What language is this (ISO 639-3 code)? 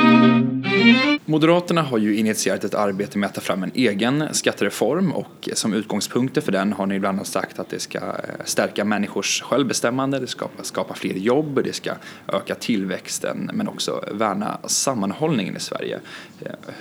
swe